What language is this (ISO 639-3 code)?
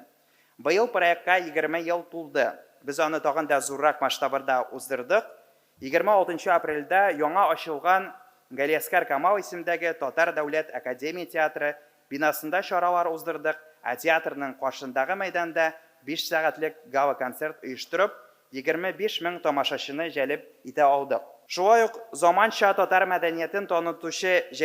tat